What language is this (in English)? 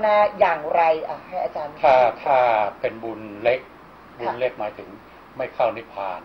Thai